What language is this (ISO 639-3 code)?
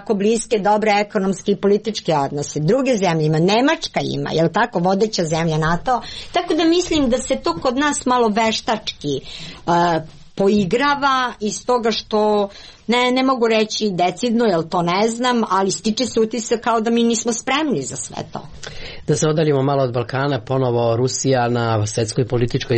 srp